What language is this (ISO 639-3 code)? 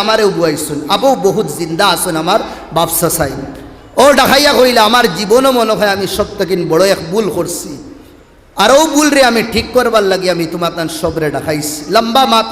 syl